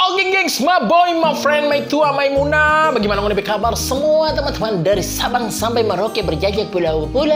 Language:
Manado Malay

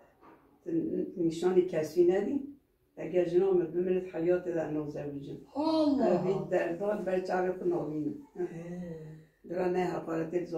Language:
Kurdish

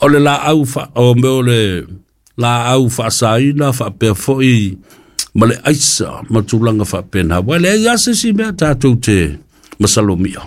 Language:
Samoan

